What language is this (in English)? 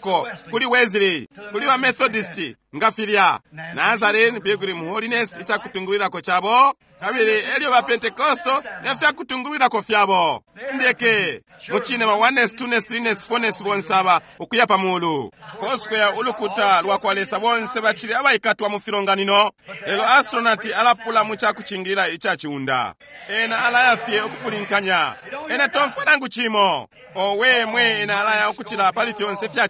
Bemba